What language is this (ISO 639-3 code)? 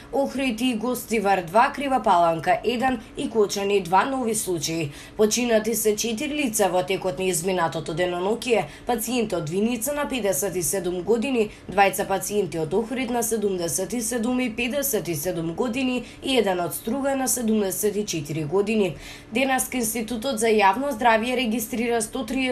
mkd